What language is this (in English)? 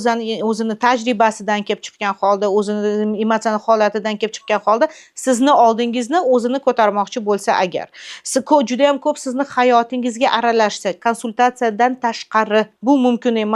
Uzbek